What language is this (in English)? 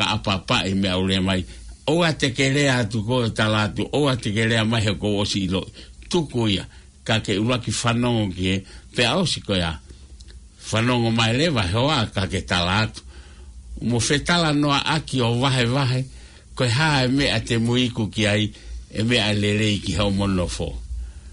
Tongan